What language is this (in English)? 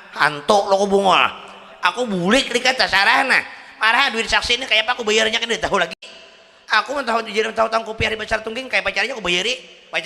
Banjar